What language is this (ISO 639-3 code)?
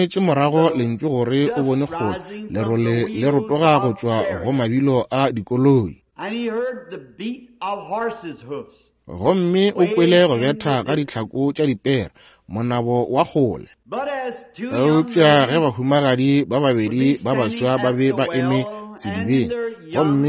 nso